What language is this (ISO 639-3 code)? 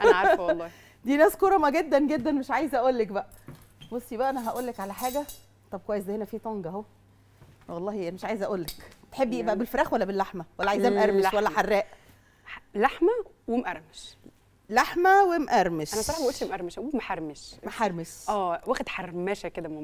arz